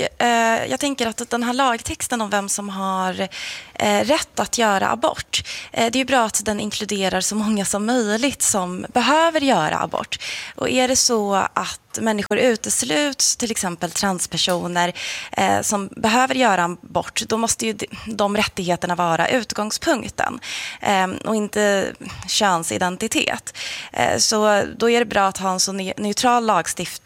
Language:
Swedish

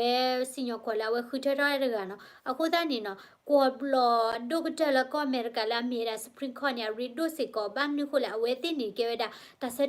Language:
S'gaw Karen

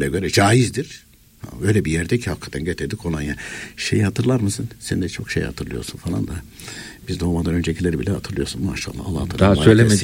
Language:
Turkish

